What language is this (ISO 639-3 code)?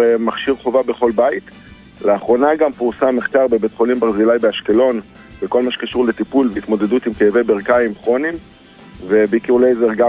heb